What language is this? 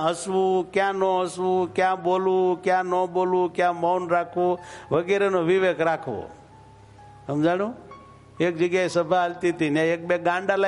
Gujarati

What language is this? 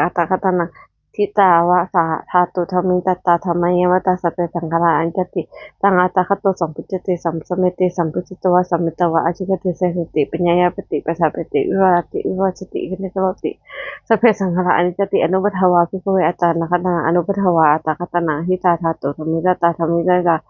Pali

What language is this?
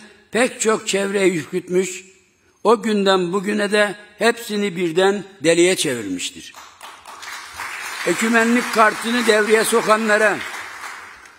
Turkish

